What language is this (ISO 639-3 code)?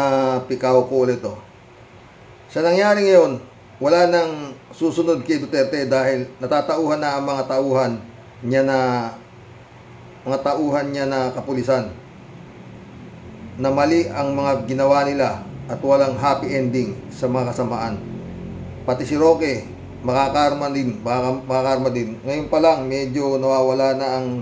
fil